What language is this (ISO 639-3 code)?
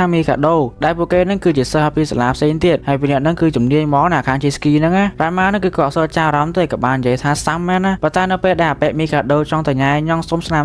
khm